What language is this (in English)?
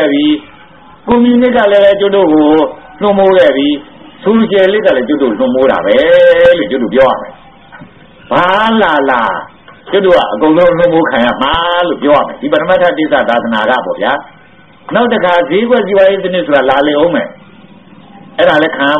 Burmese